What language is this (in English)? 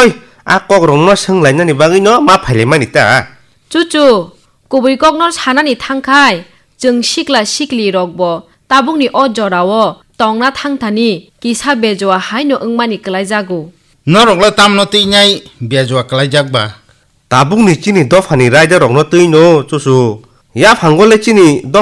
Kok Borok